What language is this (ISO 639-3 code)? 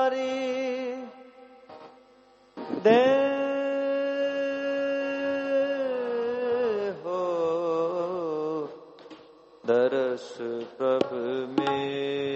pan